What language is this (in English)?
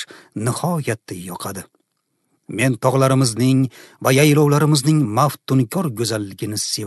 Uzbek